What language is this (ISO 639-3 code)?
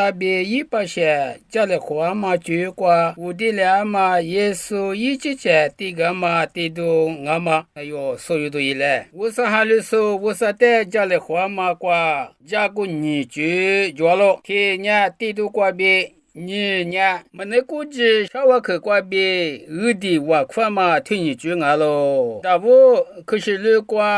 lis